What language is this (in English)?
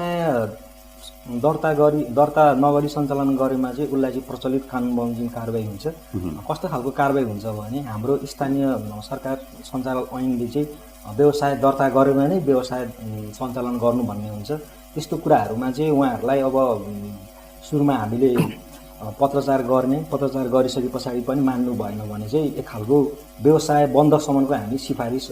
Nepali